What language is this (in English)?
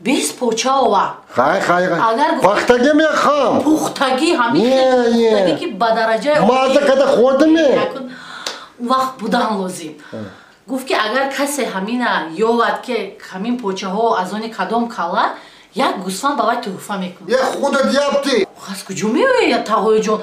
Tajik